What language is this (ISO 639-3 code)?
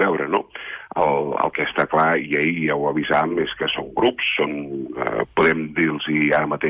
cat